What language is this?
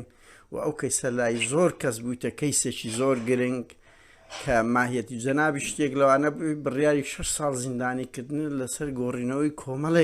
Central Kurdish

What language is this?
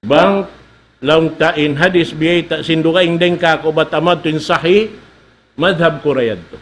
Tausug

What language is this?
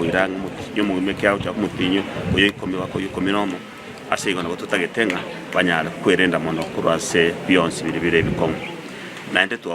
Gusii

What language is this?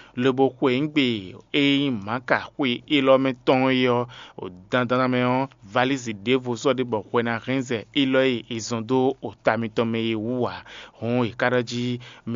Fon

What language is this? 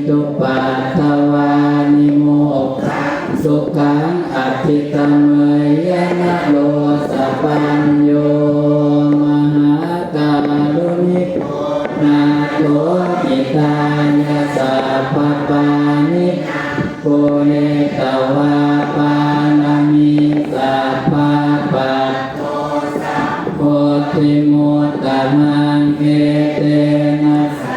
Pali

